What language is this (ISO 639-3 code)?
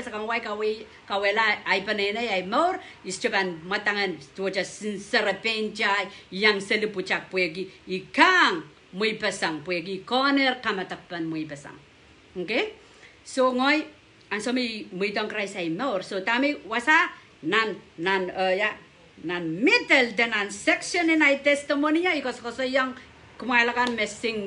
pon